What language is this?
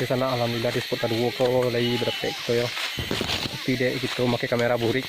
Minangkabau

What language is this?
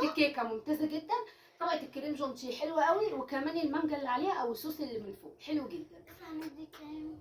Egyptian Arabic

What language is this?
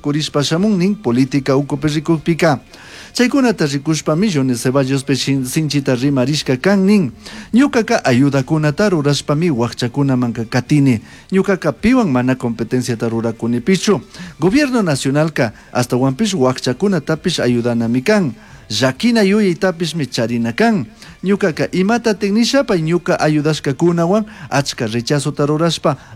Chimborazo Highland Quichua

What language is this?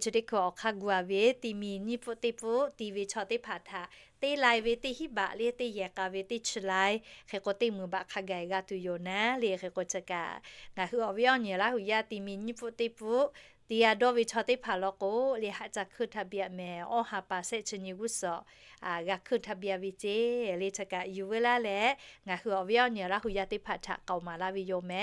Lahu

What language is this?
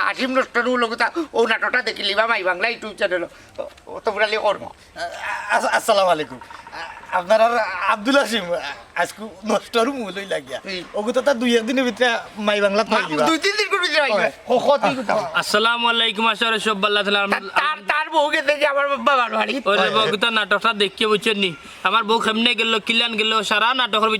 Sylheti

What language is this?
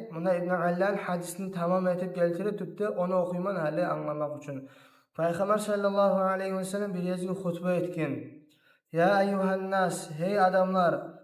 Kumyk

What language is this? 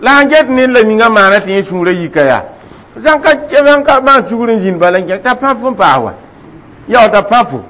Mossi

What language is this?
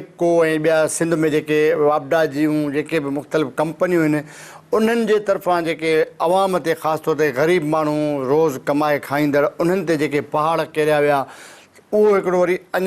Sindhi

